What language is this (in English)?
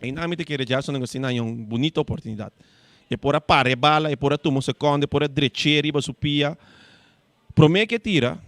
Papiamento